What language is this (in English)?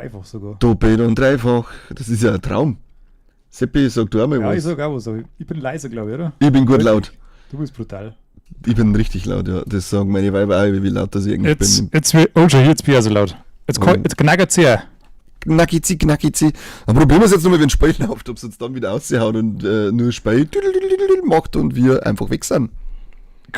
Bavarian